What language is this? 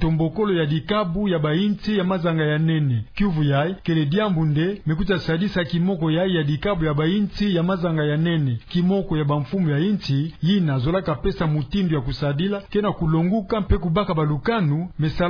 Kituba (Democratic Republic of Congo)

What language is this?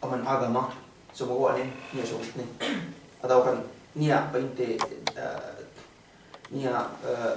Yakan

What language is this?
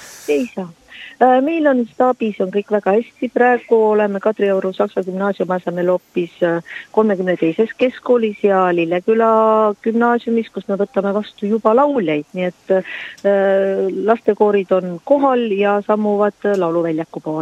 Estonian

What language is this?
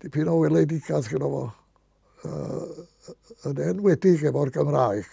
Welsh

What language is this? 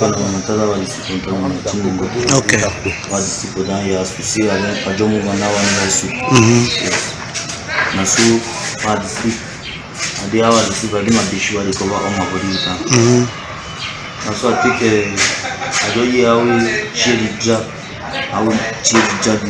Cameroon Pidgin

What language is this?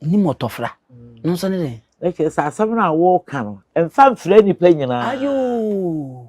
Akan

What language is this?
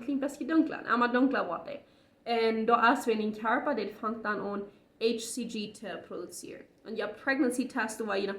Plautdietsch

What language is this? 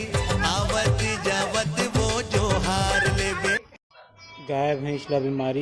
Chhattisgarhi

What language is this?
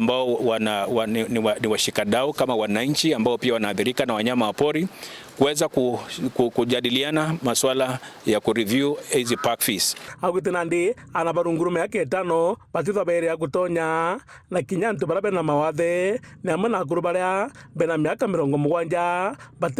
Meru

